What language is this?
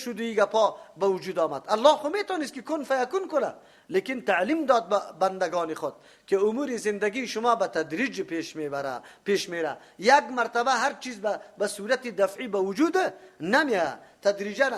Persian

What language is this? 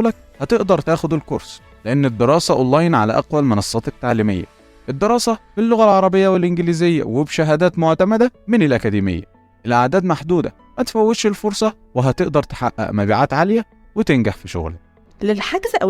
Egyptian Arabic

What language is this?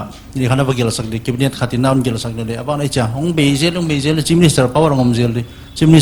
Paite Chin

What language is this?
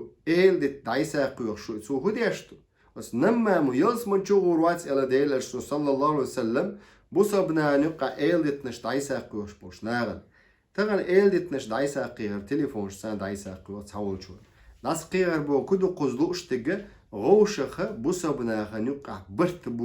Chechen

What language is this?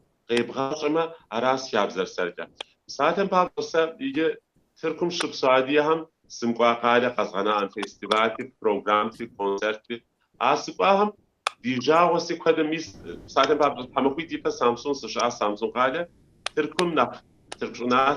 Kabardian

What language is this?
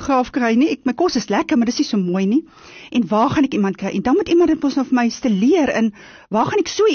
Afrikaans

